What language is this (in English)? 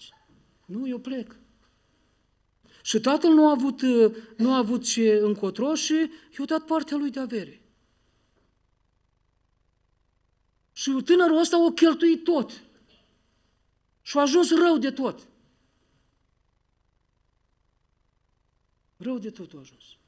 Romanian